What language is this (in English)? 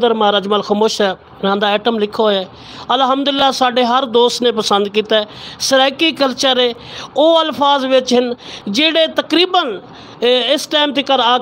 Saraiki